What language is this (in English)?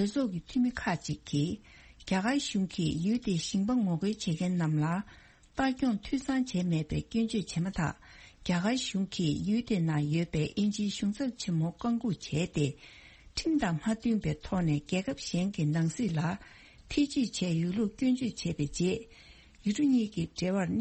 Tibetan